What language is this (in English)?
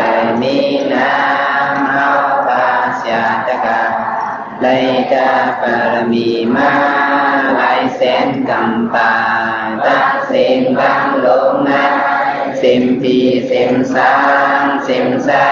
Shan